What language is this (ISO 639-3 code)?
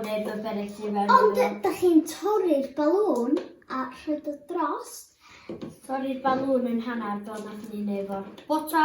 cym